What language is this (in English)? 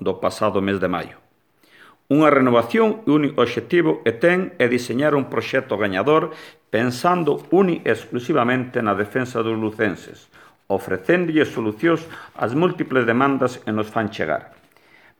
Galician